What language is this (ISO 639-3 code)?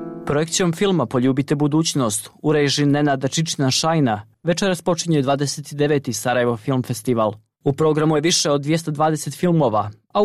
bos